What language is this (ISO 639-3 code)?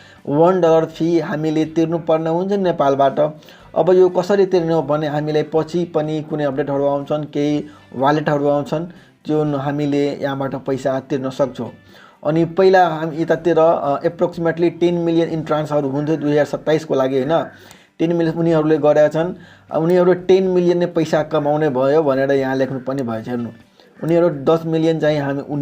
nep